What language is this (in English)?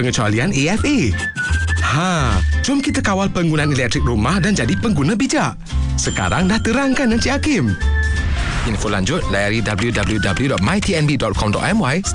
Malay